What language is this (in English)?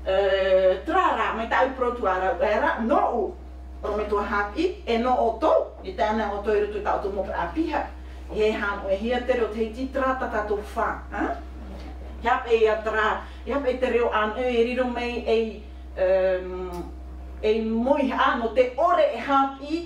Tahitian